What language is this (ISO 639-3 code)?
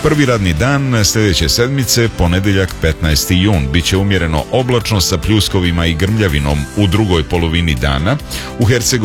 srp